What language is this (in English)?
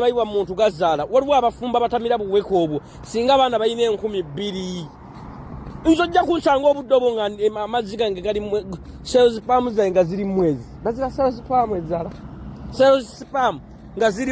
Ganda